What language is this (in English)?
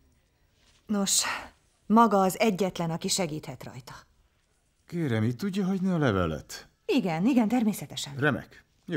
Hungarian